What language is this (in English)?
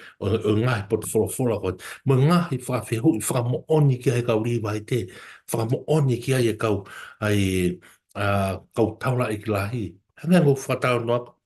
Tongan